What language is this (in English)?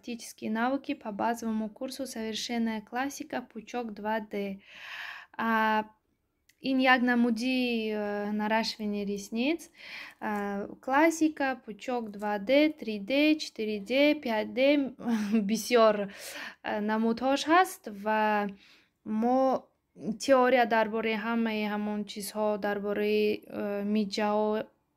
Tajik